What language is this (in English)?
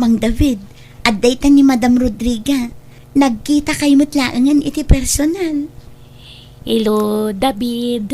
Iloko